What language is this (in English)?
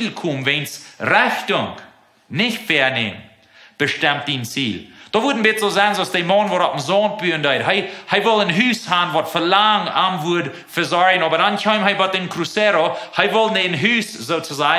Plautdietsch